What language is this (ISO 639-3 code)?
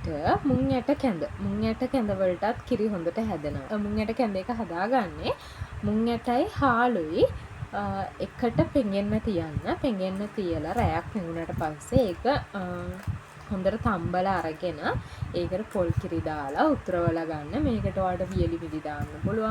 sin